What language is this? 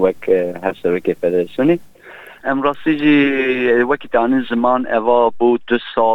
Kurdish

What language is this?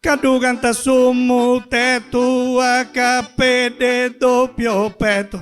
Sardinian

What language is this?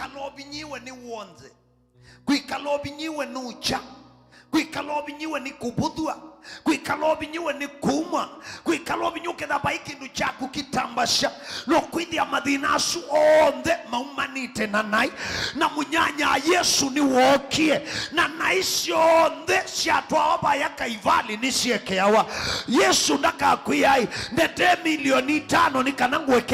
Kamba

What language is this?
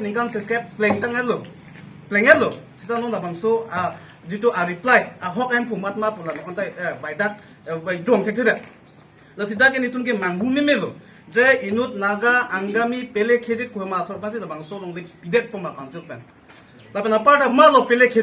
Karbi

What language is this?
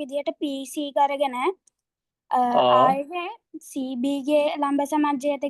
Sinhala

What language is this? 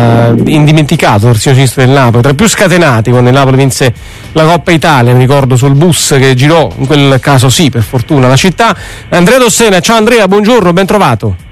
Italian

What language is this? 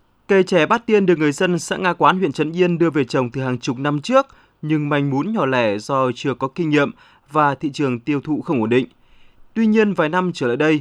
Vietnamese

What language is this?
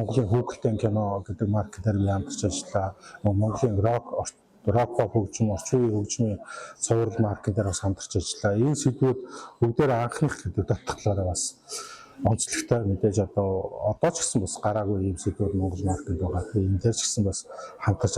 Mongolian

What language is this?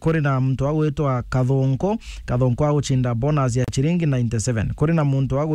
Meru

